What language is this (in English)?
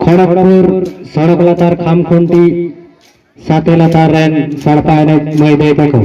Santali